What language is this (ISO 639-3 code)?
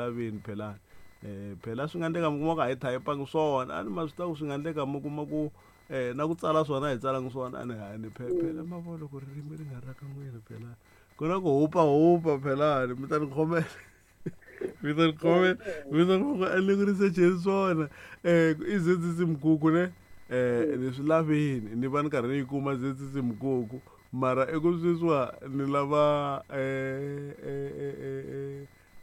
tso